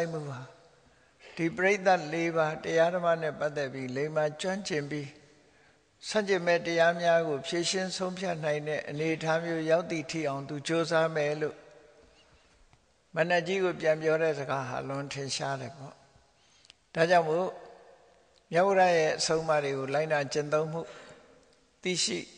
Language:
Burmese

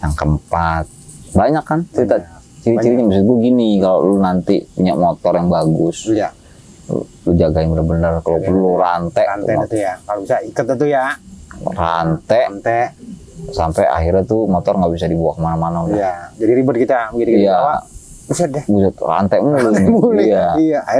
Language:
Betawi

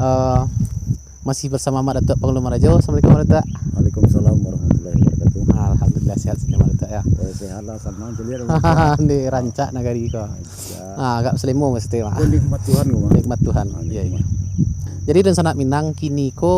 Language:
Minangkabau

